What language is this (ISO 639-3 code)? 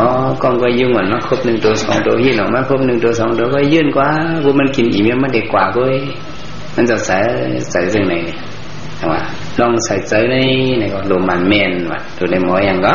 shn